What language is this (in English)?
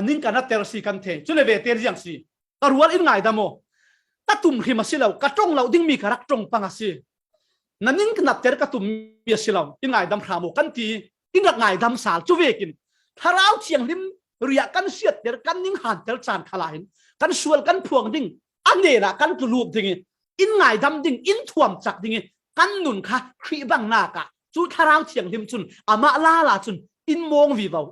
Falam Chin